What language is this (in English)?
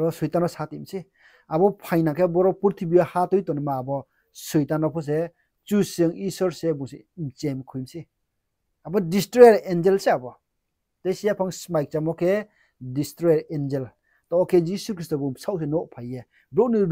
Riang (India)